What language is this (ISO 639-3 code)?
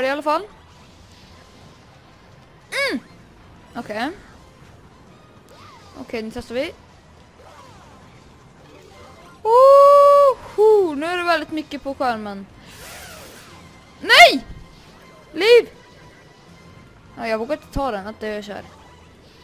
swe